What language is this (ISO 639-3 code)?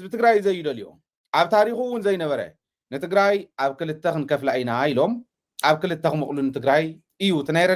tir